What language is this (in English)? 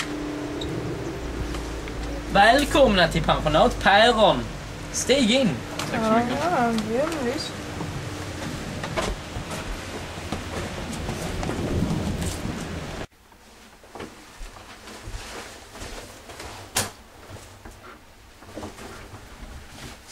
Swedish